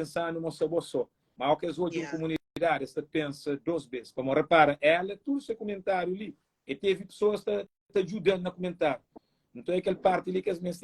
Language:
Kabuverdianu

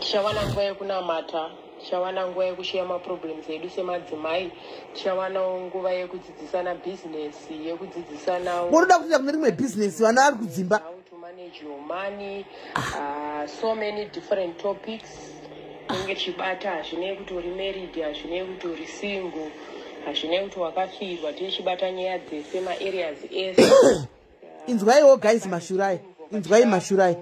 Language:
Shona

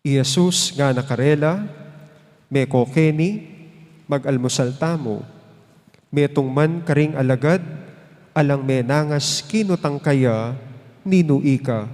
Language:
Pampanga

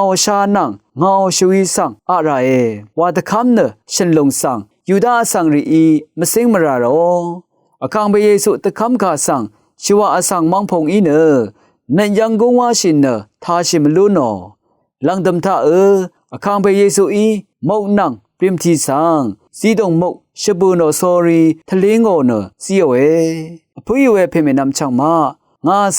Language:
Rawang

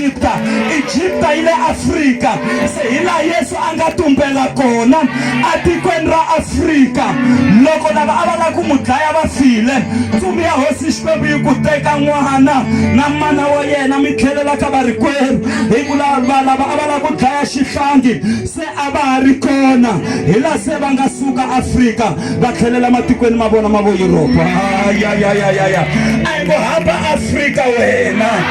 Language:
Tsonga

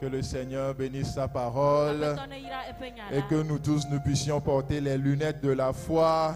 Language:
Ewe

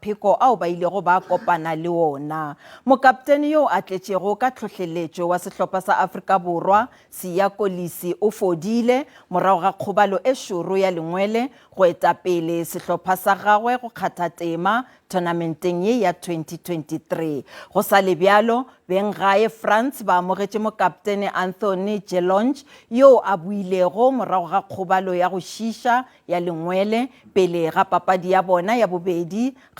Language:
Northern Sotho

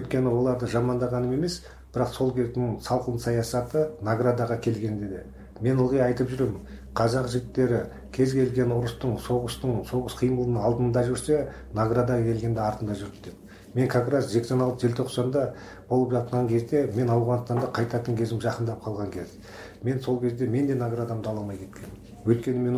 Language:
Kazakh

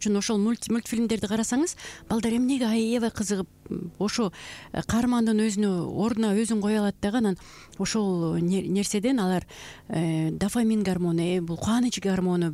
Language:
Kyrgyz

